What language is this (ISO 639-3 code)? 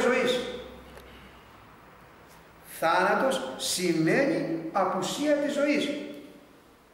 ell